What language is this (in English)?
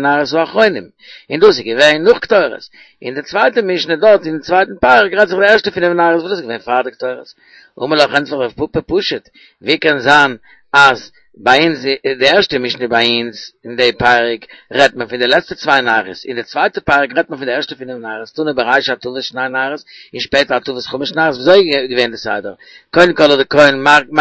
Yiddish